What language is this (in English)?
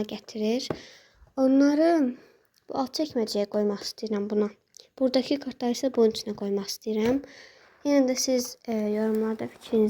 Azerbaijani